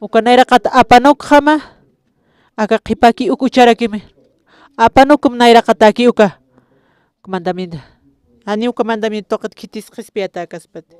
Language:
Aymara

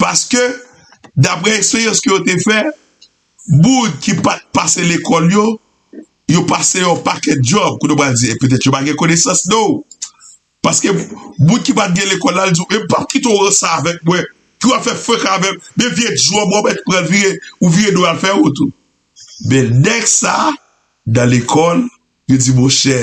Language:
Haitian Creole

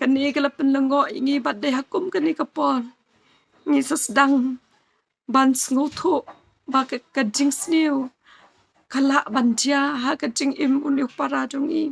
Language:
Khasi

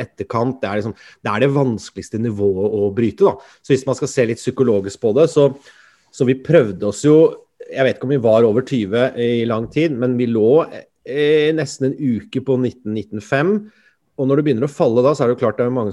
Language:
Norwegian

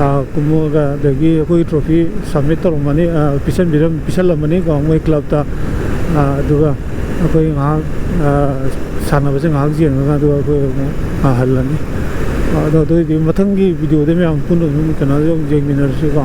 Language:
Manipuri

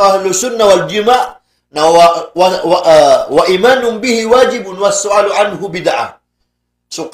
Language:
Maranao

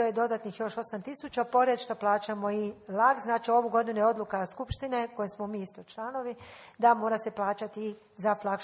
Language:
Croatian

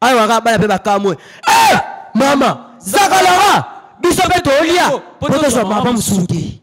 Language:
Lingala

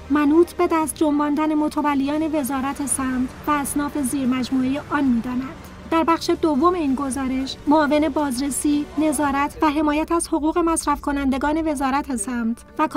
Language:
Persian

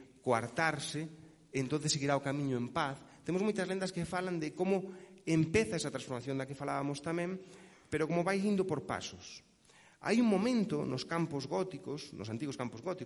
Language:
Galician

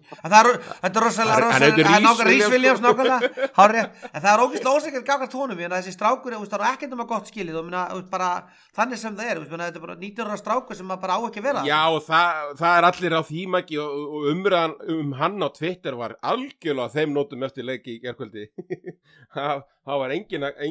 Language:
Icelandic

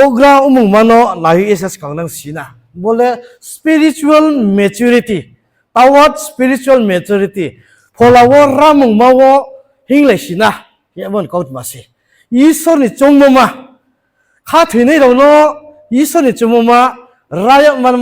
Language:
Riang (India)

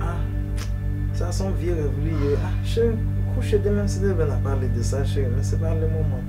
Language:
Haitian Creole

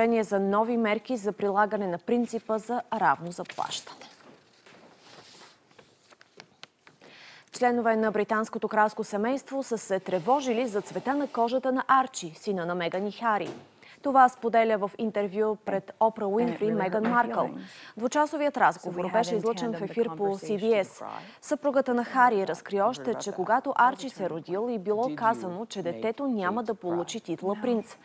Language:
Bulgarian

